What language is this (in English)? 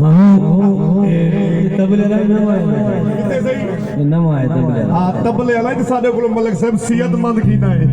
Saraiki